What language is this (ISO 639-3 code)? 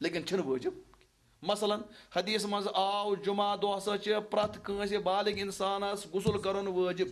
kas